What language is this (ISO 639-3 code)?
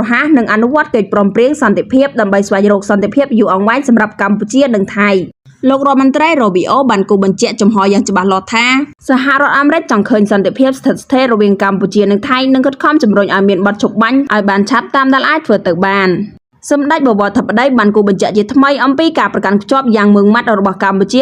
khm